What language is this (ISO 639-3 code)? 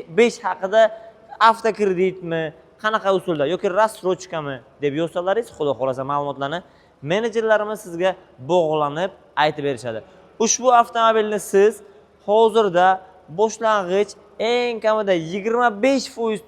uzb